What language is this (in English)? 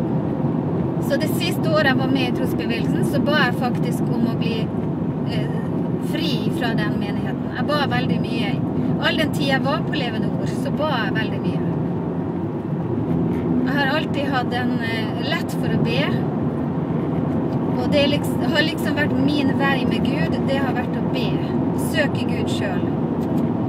Norwegian